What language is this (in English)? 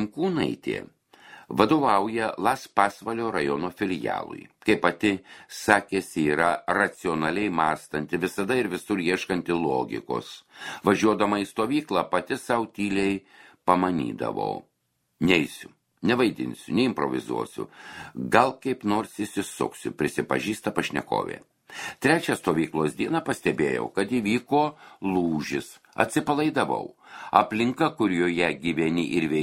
Lithuanian